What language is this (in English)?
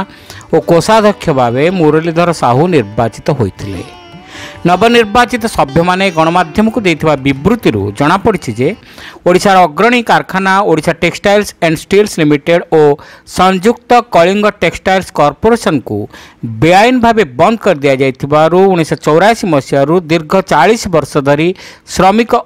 Odia